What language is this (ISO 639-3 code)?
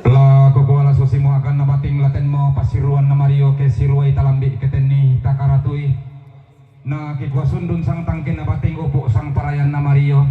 sda